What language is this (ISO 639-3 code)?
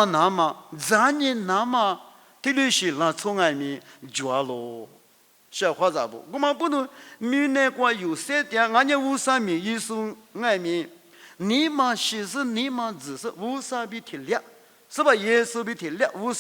lis